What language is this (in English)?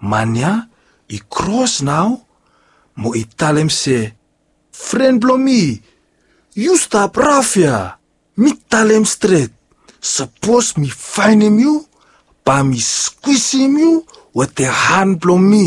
Bislama